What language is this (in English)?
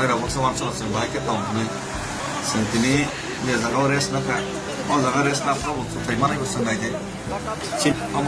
Kok Borok